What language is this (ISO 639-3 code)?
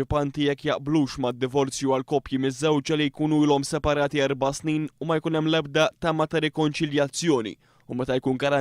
mlt